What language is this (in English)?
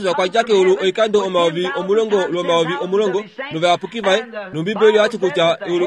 Kuanyama